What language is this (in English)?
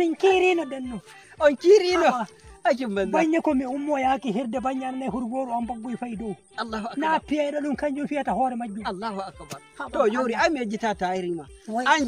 Nigerian Fulfulde